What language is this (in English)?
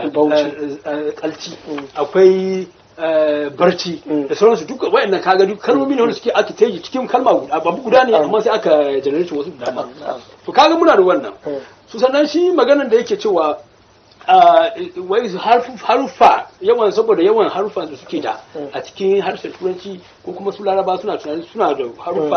Hausa